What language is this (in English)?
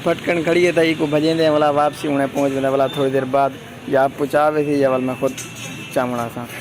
Saraiki